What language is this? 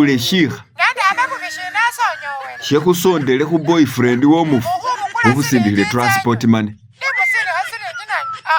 Masaaba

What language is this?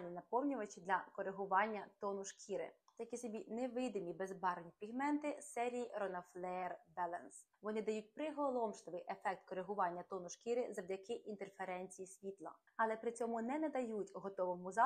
Ukrainian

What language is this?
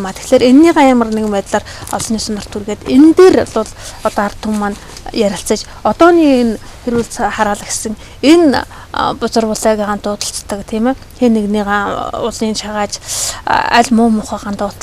Mongolian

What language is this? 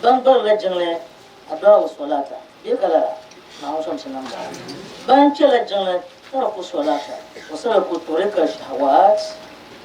Dagbani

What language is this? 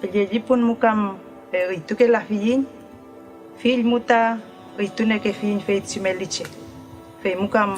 Mapuche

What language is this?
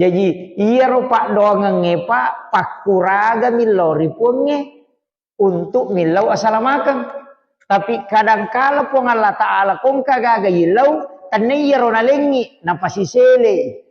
Buginese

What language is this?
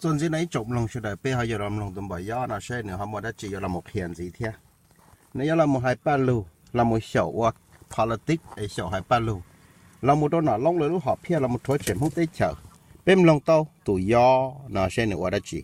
Hmong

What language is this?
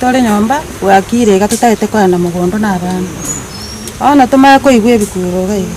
Gusii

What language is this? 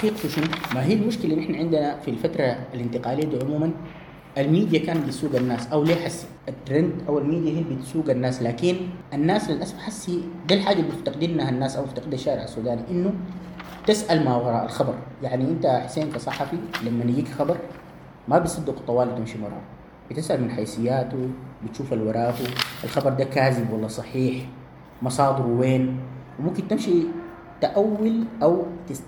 Sudanese Arabic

